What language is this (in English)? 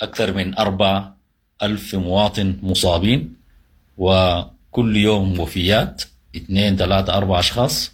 Sudanese Arabic